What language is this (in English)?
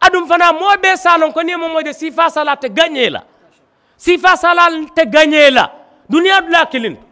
Mandingo